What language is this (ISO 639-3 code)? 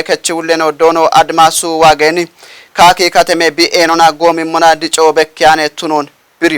kbr